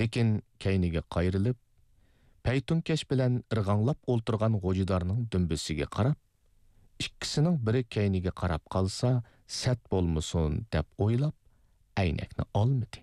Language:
Uyghur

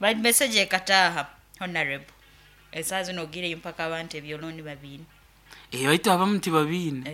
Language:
Nyankole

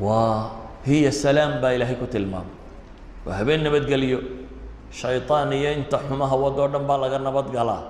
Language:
Somali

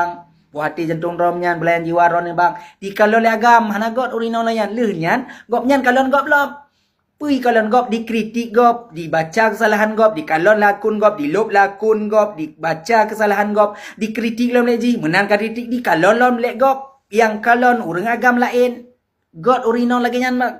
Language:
Achinese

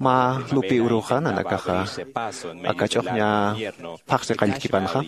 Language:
Aymara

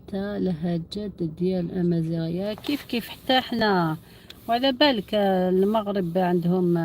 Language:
Algerian Arabic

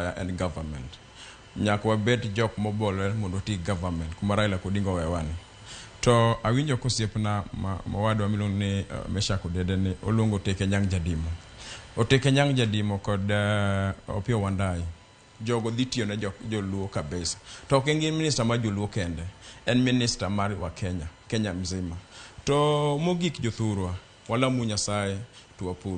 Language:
Luo (Kenya and Tanzania)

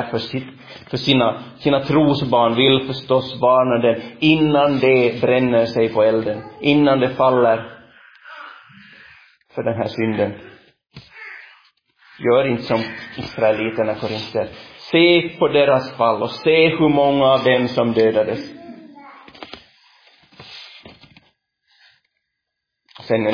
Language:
Swedish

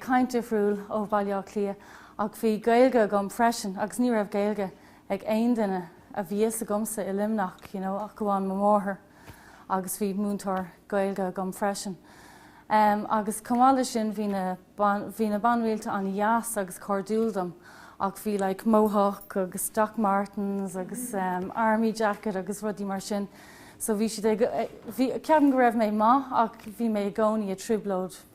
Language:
Irish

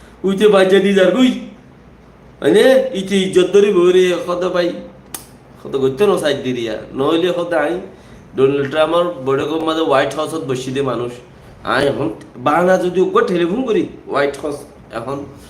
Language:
Rohingya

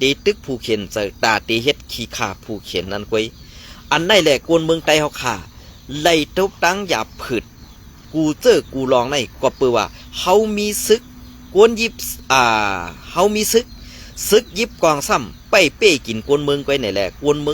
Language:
Shan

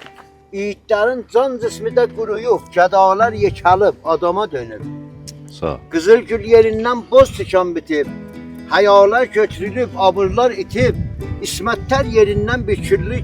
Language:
South Azerbaijani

